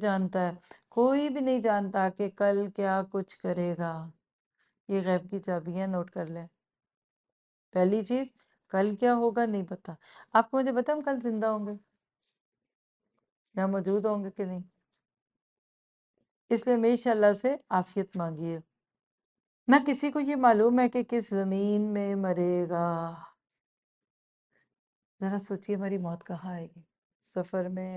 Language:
Urdu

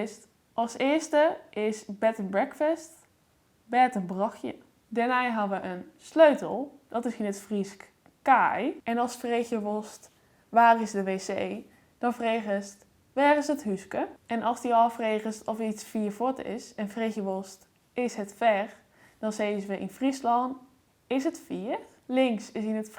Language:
Western Frisian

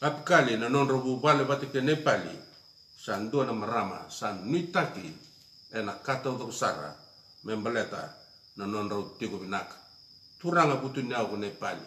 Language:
Fijian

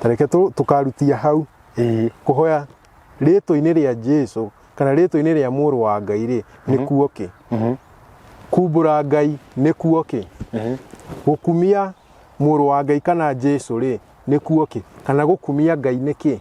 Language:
Kikuyu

